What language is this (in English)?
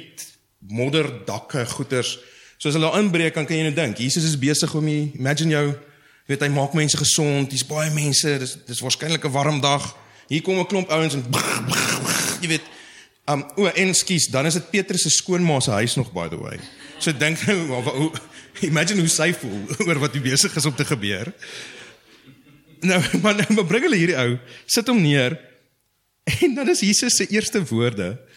Afrikaans